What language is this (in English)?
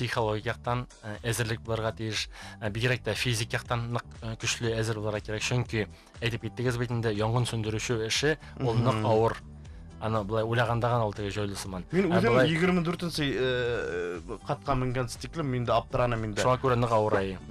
Bashkir